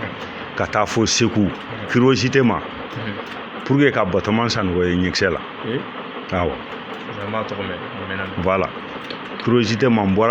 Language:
Bambara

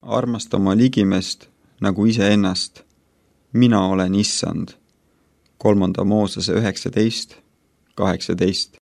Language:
Estonian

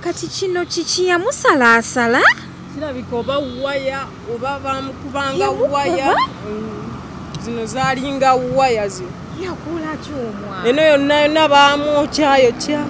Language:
Ganda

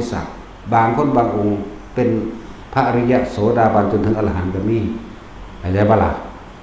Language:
Northeastern Thai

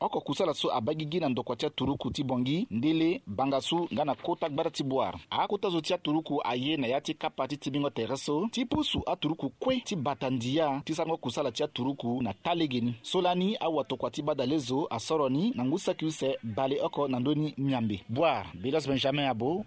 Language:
Sango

